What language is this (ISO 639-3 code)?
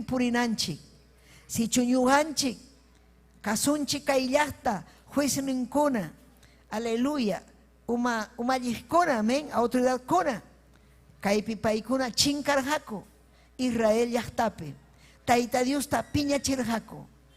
quy